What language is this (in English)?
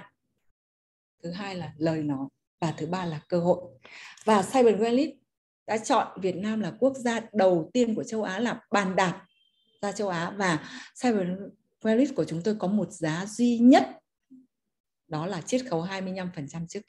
Vietnamese